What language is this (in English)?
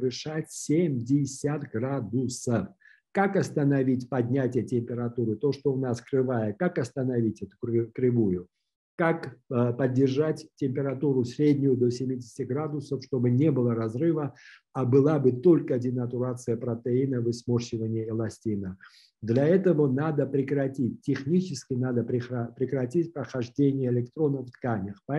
Russian